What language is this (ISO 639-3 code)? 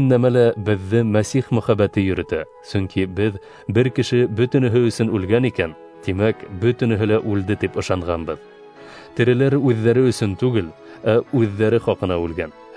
bak